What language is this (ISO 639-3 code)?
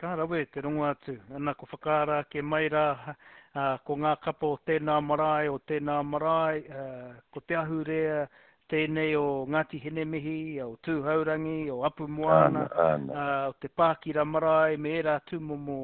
mri